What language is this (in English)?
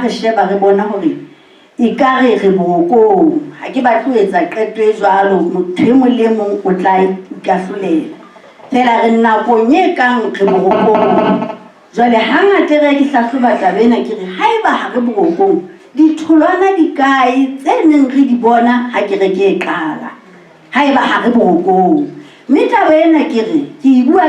Southern Sotho